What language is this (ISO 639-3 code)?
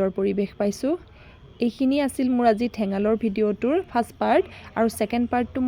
asm